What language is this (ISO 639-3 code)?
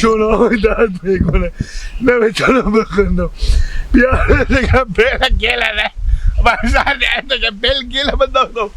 haz